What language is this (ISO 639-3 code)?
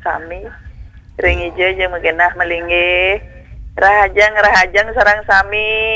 ban